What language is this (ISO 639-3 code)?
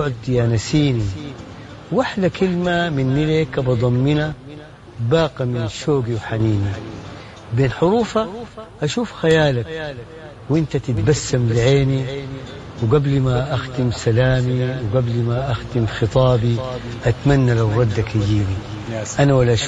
apd